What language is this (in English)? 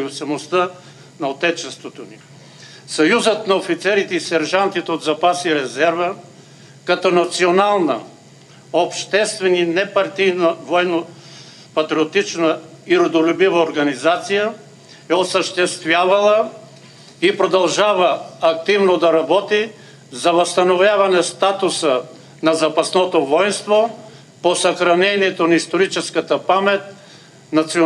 Bulgarian